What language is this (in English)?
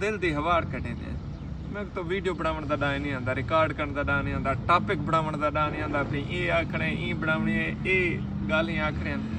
Saraiki